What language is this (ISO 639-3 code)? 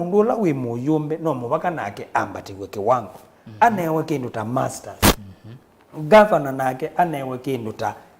kam